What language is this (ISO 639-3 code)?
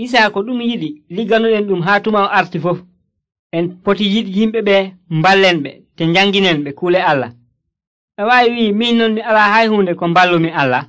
fuv